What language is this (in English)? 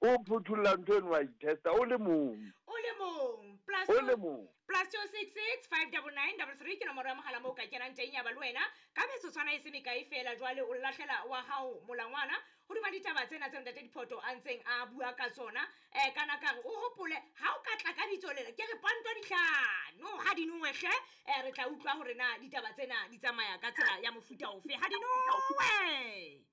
Southern Sotho